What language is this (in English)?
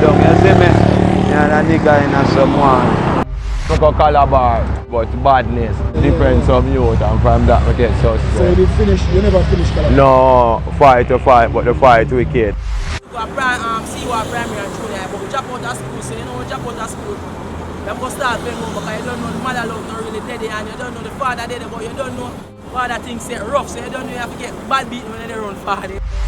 Jamaican Creole English